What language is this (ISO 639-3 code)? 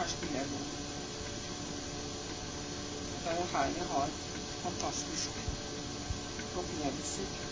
nor